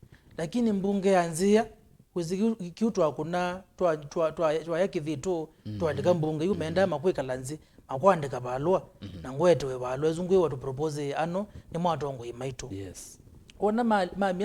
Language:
Kamba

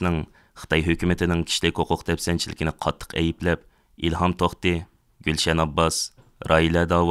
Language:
Uyghur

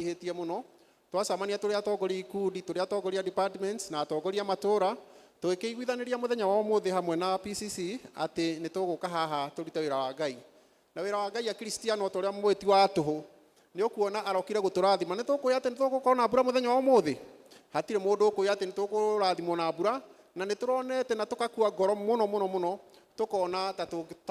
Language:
Kikuyu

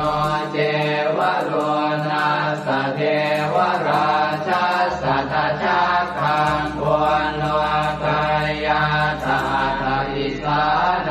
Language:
Pali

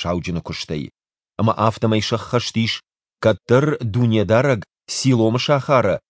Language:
Ossetic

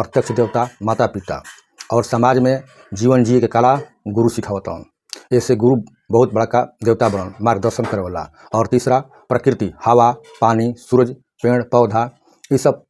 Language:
Bhojpuri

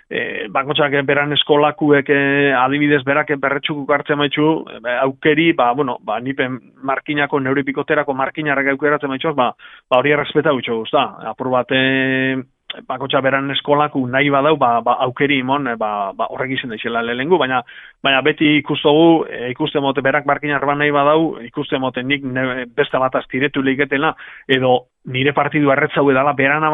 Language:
Basque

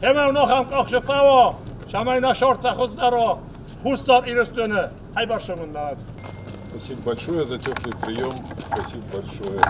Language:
Ossetic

